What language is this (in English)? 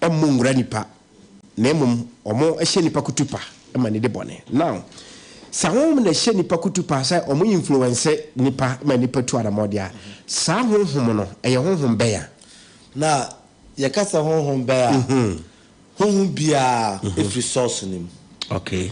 Akan